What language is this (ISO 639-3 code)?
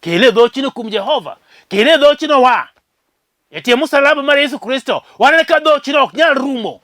luo